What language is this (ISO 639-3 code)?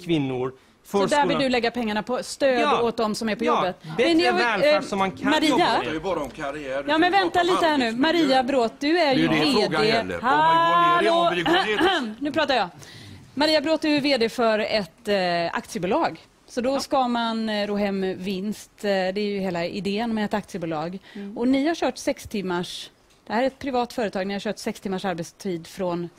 swe